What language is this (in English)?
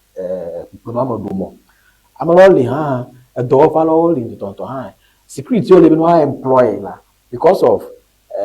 Ewe